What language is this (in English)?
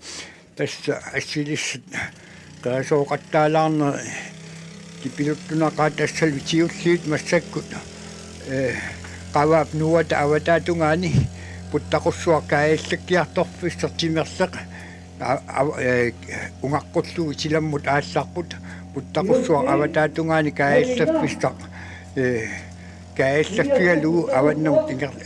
Kalaallisut